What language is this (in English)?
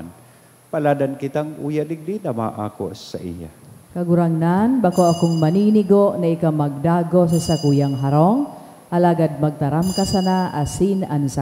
Bikol